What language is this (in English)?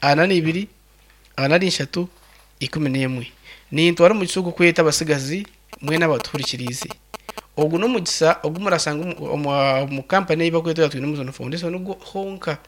Nyankole